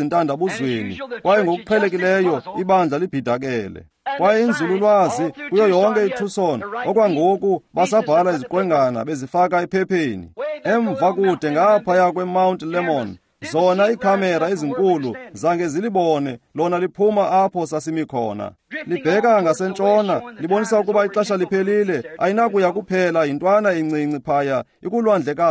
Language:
Xhosa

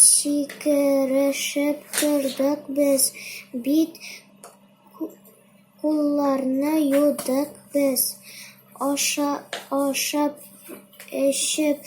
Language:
Tatar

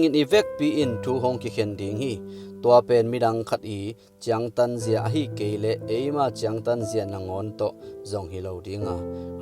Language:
Tedim Chin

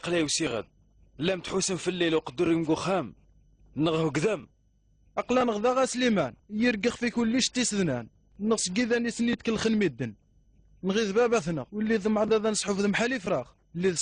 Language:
Kabyle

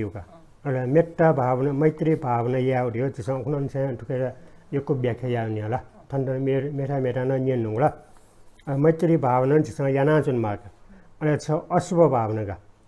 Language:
Newari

